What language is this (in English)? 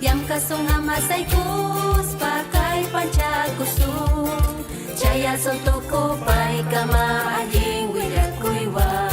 Ayacucho Quechua